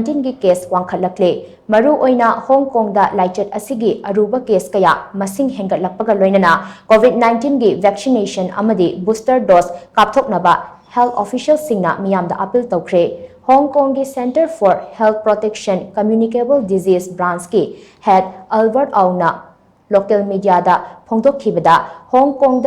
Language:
Manipuri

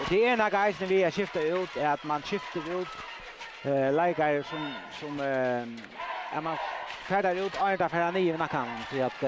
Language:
Faroese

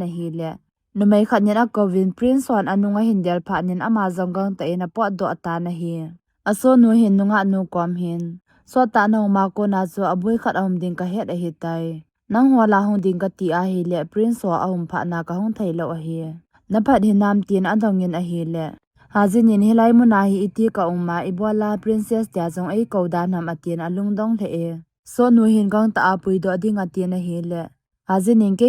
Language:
Thado Chin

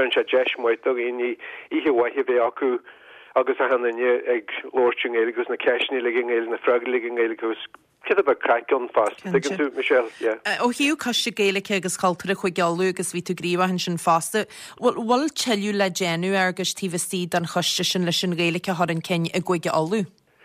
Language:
Irish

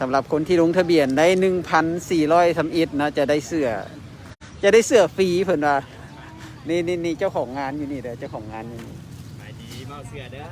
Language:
Lao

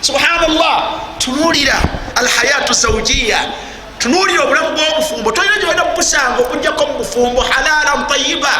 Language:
Ganda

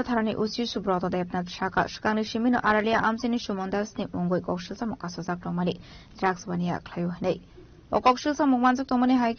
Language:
Kok Borok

